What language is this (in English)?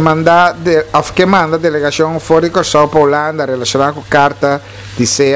Papiamento